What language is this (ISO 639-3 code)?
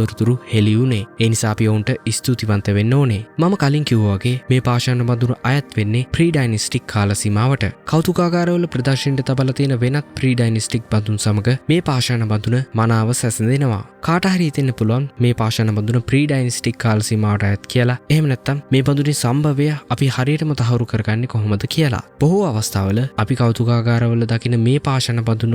sin